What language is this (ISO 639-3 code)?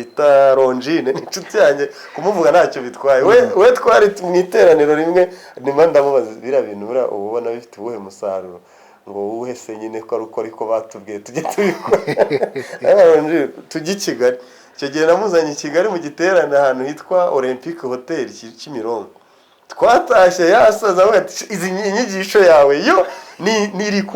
kin